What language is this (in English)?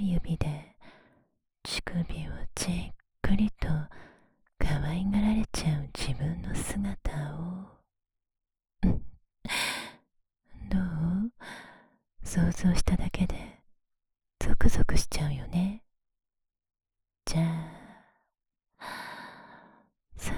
Japanese